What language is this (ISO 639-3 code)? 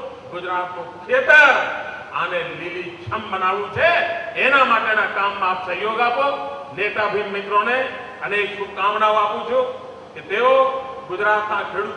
guj